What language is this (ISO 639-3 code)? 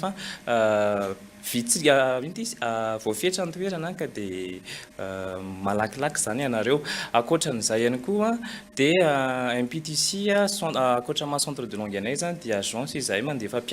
mlg